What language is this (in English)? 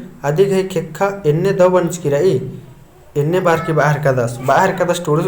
Kurukh